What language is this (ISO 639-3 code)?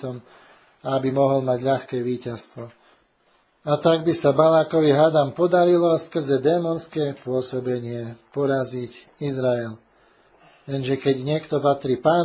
slk